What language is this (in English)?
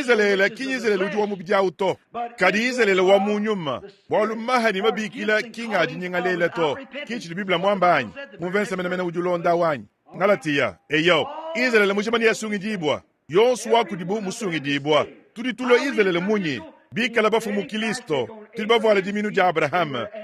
Luba-Lulua